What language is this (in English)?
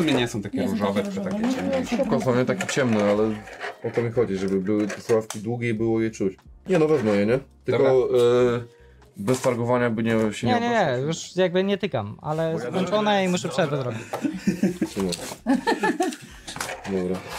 Polish